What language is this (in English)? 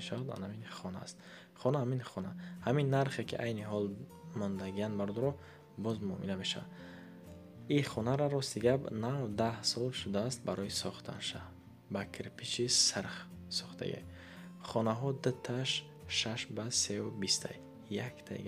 Tajik